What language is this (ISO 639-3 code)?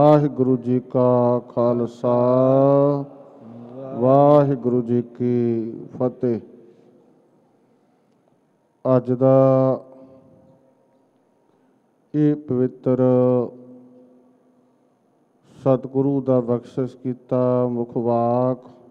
pan